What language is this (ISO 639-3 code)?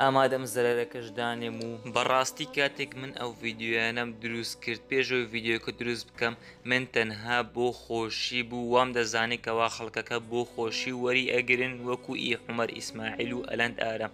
ckb